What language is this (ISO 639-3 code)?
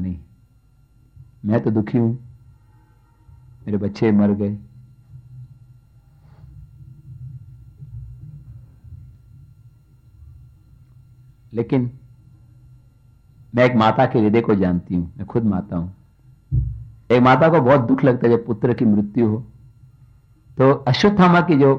hin